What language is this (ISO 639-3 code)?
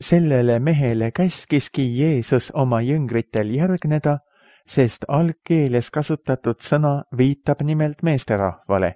est